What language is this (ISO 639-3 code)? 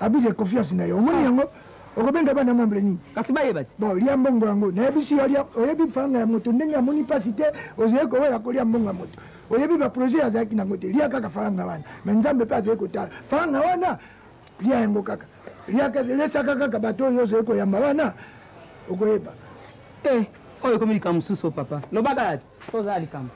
lin